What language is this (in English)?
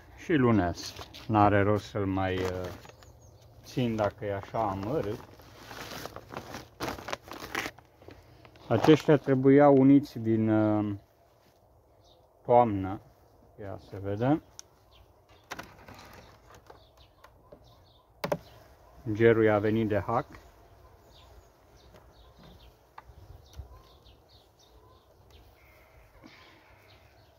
Romanian